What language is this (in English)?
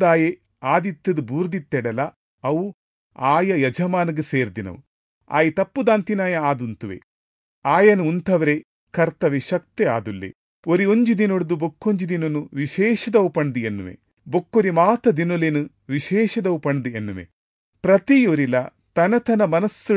Tulu